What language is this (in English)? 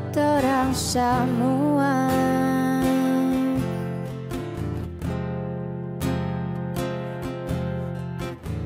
Indonesian